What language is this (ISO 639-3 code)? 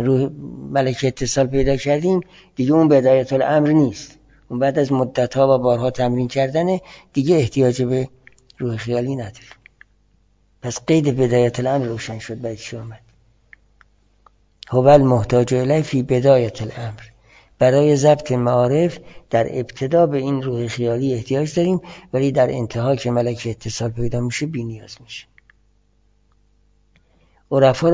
fas